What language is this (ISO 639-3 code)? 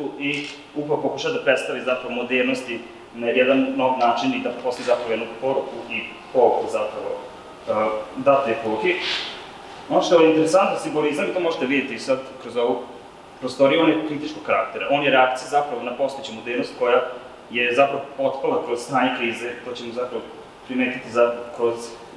srp